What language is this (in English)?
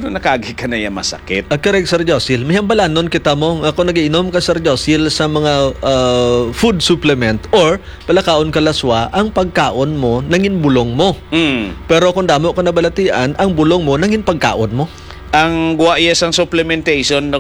Hiligaynon